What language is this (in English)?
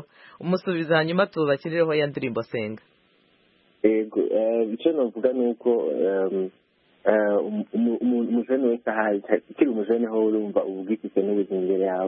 Kinyarwanda